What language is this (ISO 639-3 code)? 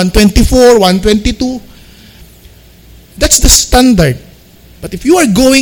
fil